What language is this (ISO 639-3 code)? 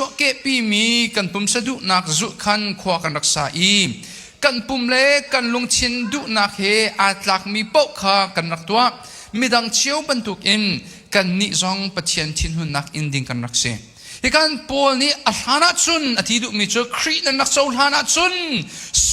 cnh